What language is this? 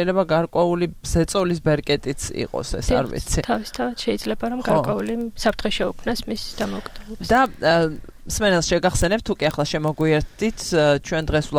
Georgian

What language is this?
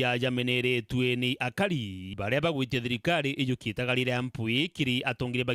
Meru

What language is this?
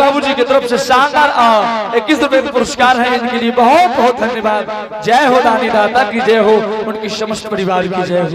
Angika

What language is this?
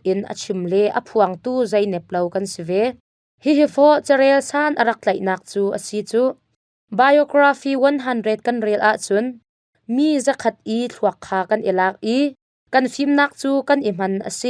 Hakha Chin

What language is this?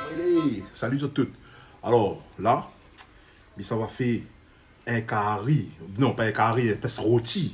Réunion Creole French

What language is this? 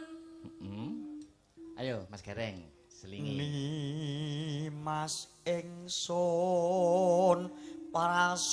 Javanese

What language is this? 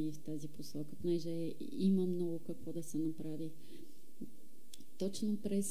Bulgarian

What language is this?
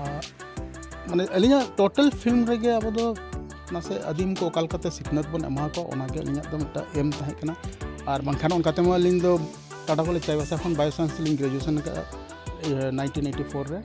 Santali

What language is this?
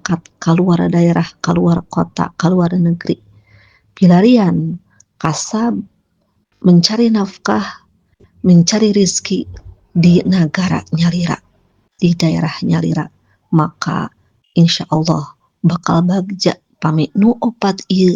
Sundanese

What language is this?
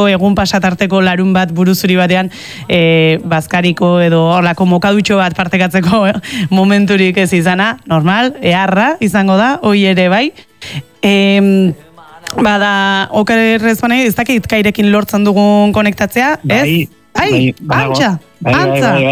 Basque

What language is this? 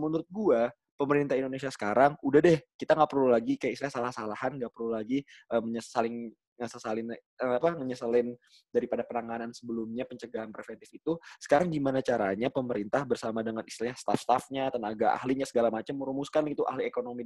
Indonesian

